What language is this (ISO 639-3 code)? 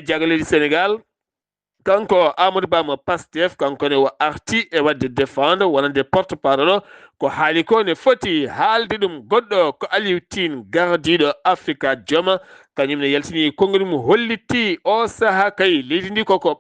ful